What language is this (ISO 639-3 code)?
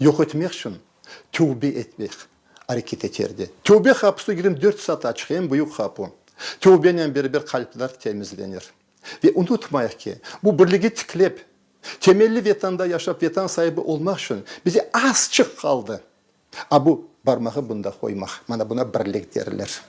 crh